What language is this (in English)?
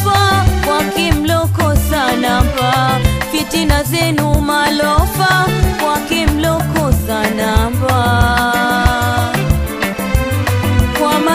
Swahili